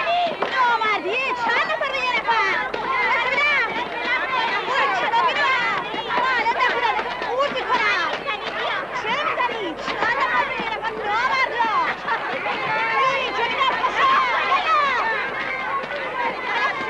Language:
Persian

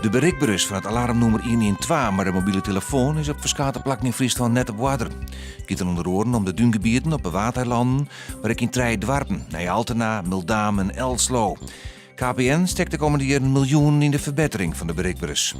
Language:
Western Frisian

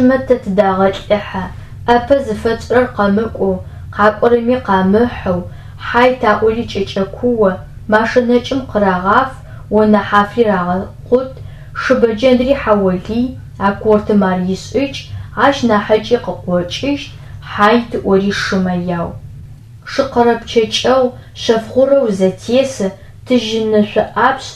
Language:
Adyghe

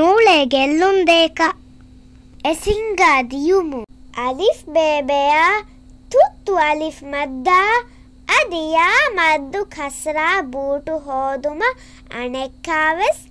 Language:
Divehi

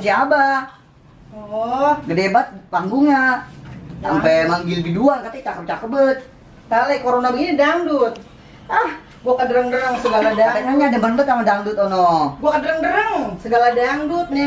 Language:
Betawi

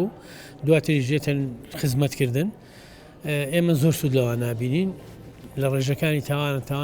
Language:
Central Kurdish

